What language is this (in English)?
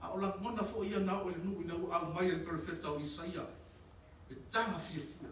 Samoan